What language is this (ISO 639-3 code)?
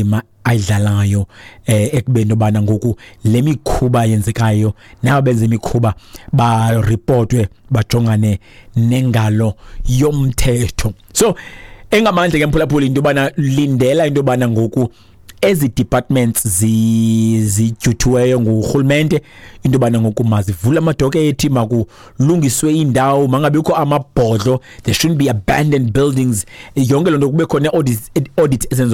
xho